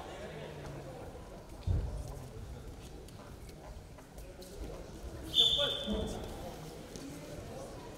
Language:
Kazakh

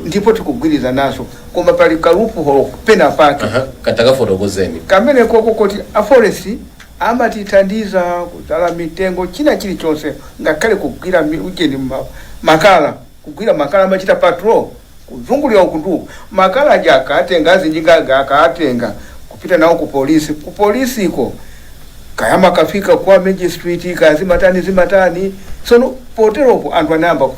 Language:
Nyanja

